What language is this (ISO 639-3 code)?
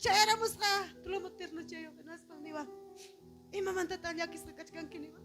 quy